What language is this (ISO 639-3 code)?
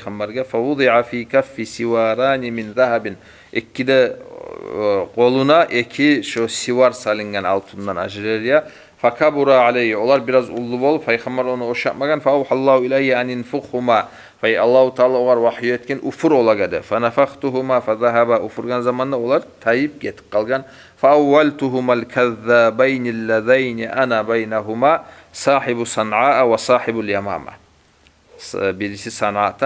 kum